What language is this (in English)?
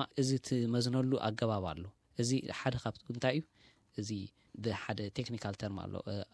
Tigrinya